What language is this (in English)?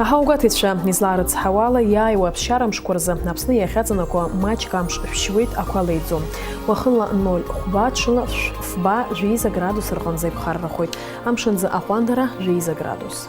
Abkhazian